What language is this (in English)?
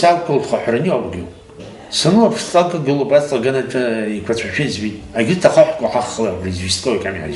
Abkhazian